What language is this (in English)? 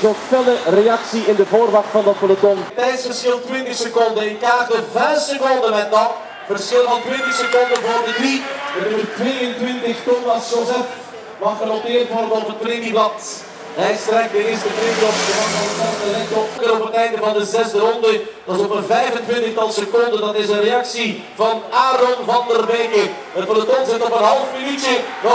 Dutch